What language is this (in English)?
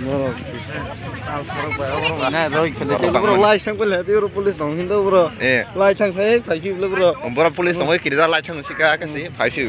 Kok Borok